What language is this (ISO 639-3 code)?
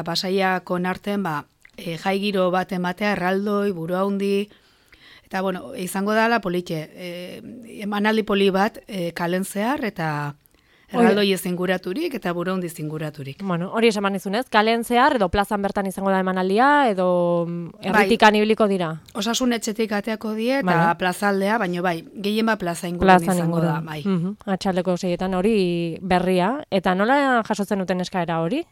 eus